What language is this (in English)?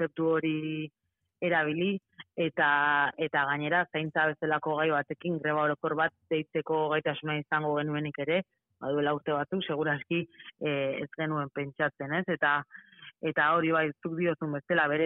Basque